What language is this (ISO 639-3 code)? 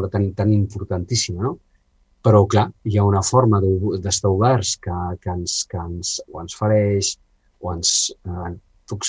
cat